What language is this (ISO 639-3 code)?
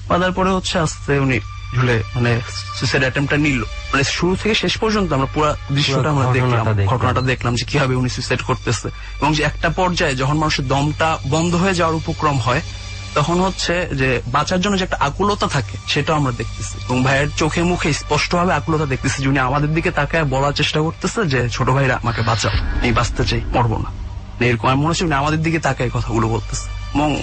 ben